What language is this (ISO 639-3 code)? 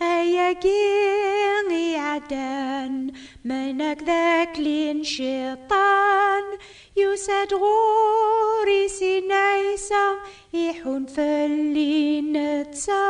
kab